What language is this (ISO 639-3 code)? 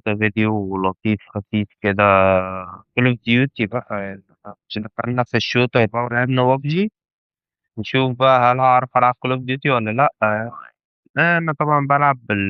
arz